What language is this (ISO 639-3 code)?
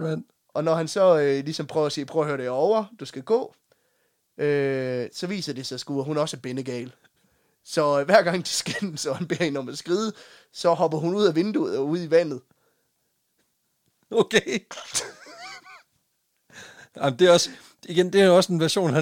dan